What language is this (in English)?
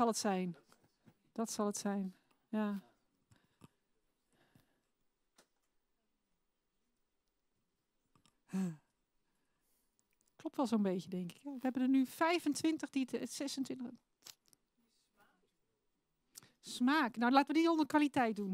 Dutch